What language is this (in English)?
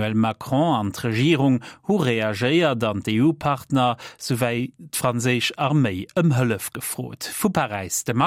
Luxembourgish